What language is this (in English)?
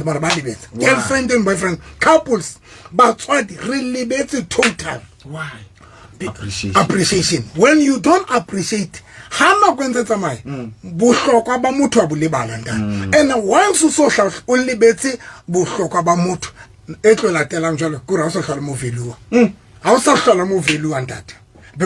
Southern Sotho